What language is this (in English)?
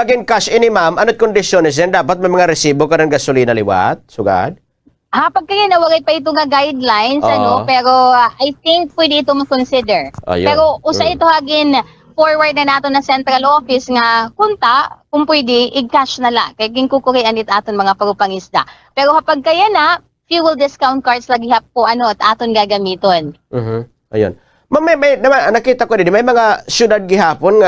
Waray